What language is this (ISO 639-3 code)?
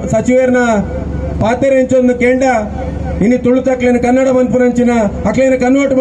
tcy